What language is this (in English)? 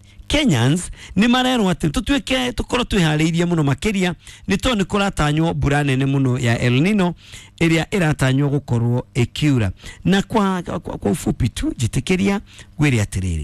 Kikuyu